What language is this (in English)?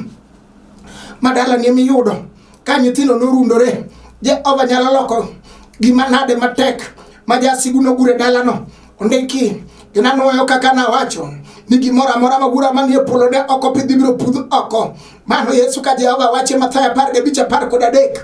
Luo (Kenya and Tanzania)